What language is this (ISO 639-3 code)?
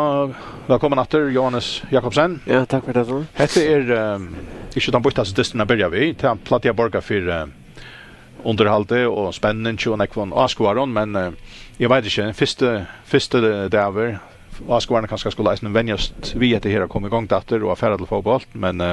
fao